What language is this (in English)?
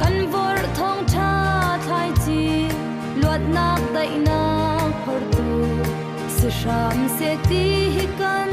Hakha Chin